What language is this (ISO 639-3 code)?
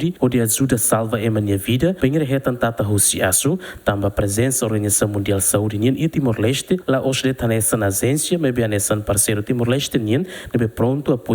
tet